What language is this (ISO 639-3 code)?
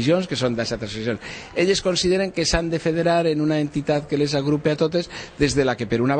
cat